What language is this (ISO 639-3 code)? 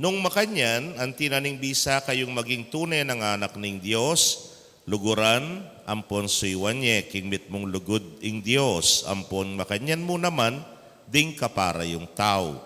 pam